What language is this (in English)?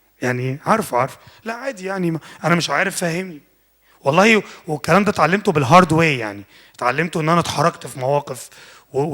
Egyptian Arabic